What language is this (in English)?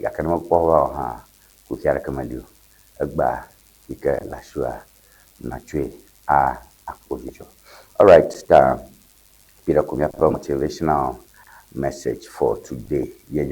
Ewe